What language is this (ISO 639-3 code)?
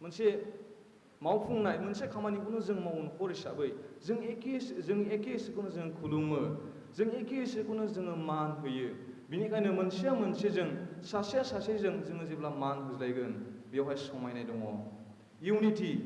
brx